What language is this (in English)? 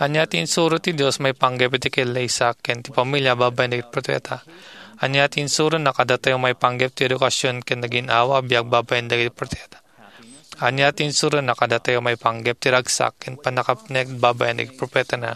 Iloko